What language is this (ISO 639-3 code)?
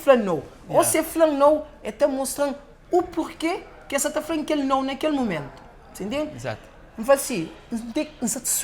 kea